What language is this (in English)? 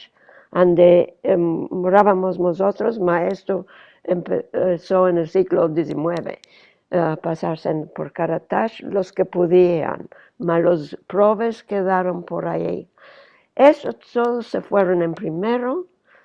Ladino